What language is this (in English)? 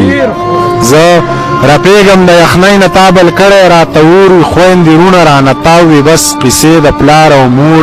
Pashto